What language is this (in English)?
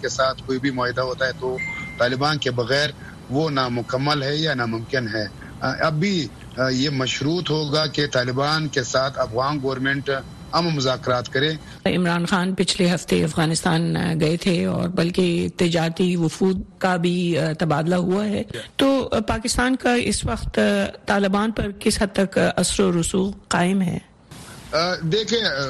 Urdu